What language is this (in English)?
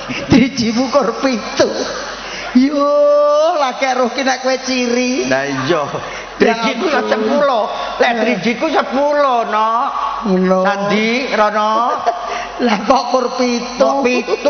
Javanese